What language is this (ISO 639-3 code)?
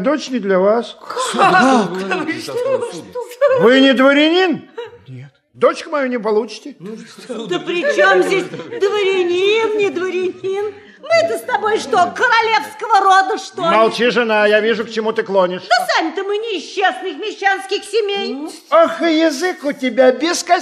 rus